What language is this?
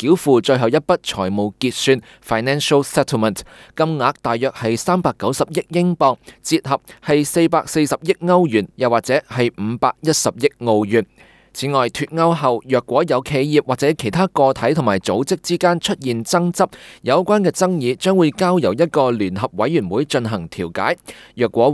Cantonese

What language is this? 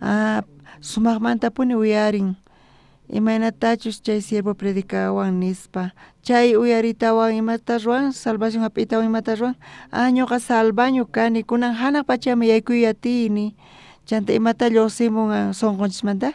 South Bolivian Quechua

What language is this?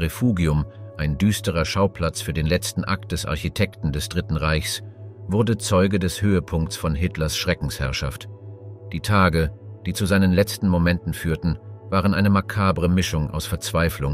German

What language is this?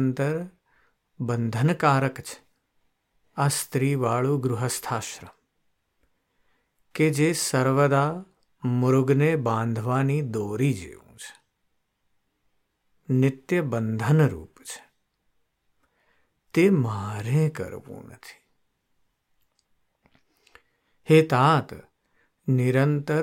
Gujarati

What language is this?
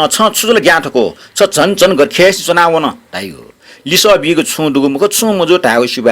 Newari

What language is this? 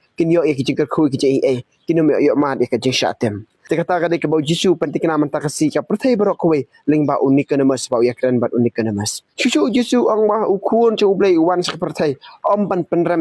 Khasi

